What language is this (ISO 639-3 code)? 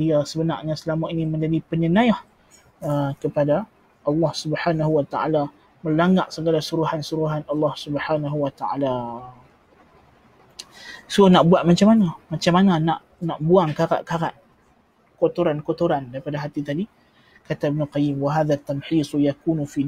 msa